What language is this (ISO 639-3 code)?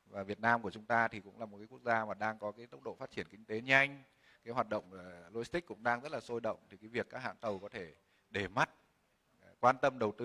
vie